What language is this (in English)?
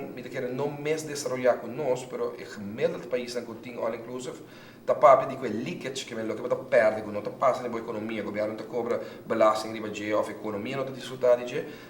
Papiamento